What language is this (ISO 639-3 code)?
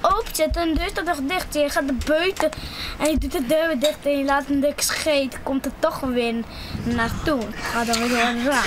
fry